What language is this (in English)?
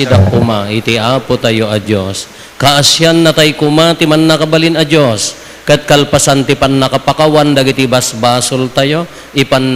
Iloko